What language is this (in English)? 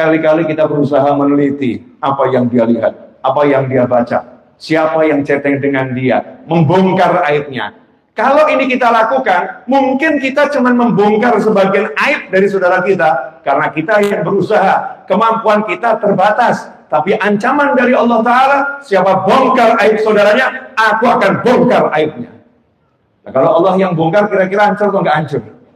Indonesian